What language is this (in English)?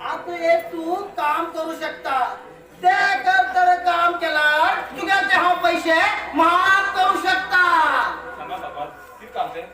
Konkani